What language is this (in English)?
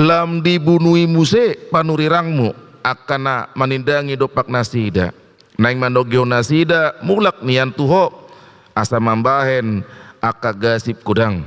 Batak Toba